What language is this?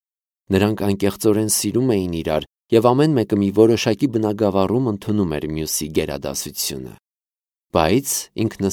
Armenian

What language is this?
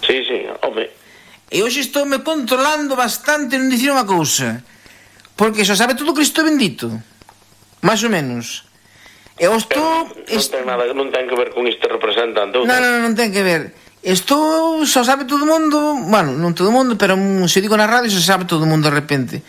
Galician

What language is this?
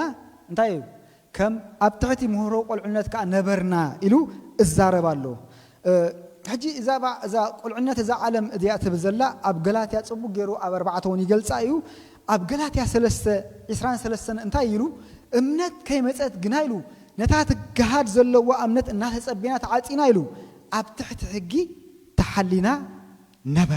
Tigrinya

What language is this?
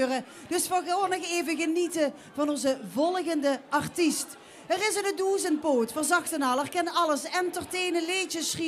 Limburgish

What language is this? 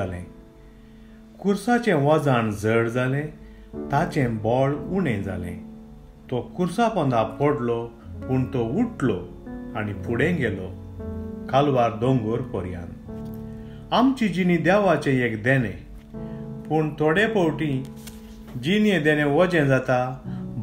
Konkani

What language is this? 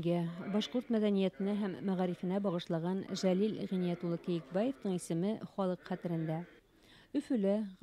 Bashkir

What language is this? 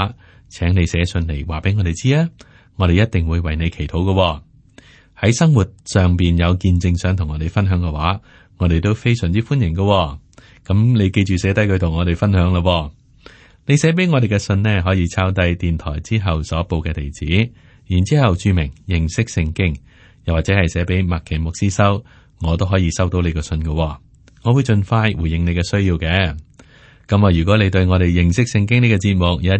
Cantonese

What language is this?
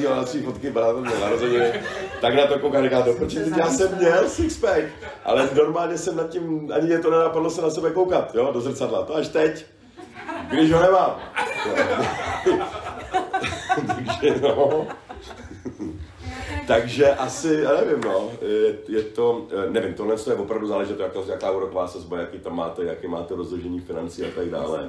Czech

